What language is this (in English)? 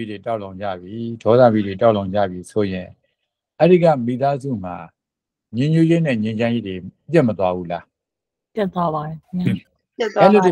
Burmese